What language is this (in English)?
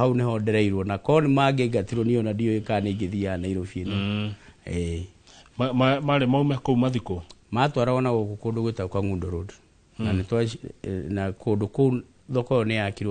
Kikuyu